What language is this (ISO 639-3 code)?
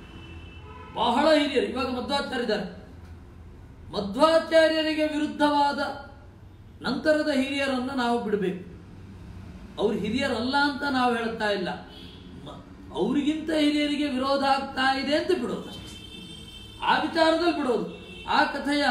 kan